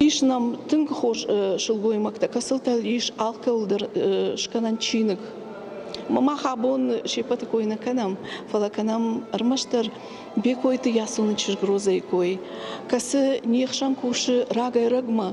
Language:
Ossetic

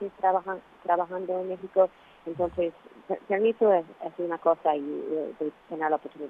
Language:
Spanish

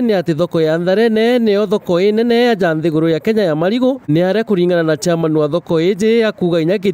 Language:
Meru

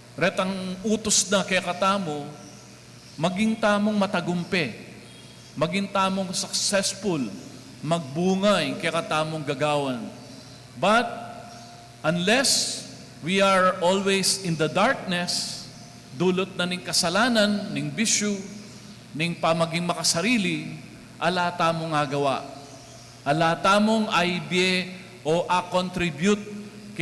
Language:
Pampanga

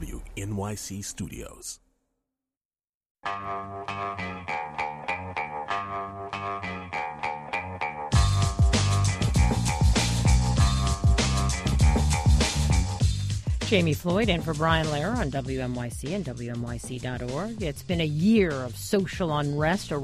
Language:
English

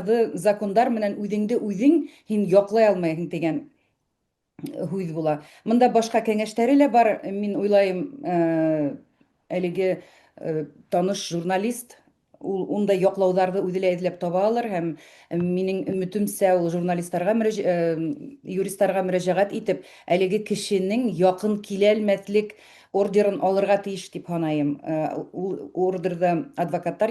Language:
Bashkir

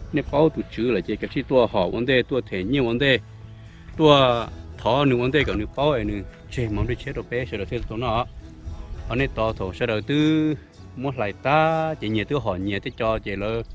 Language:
Hmong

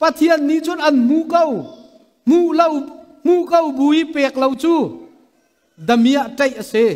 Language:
Hakha Chin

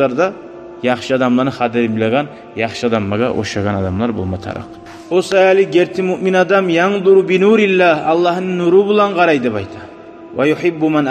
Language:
Kumyk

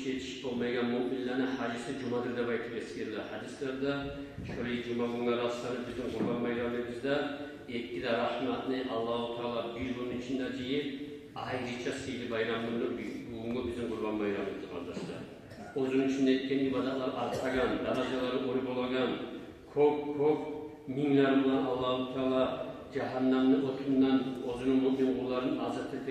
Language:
Kumyk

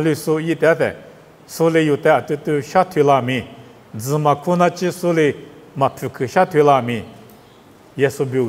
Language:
Lisu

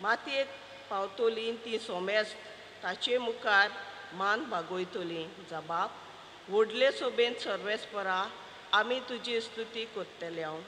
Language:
Konkani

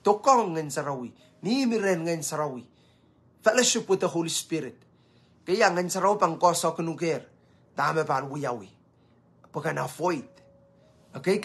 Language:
Pohnpeian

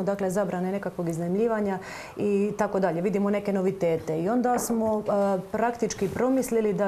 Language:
Croatian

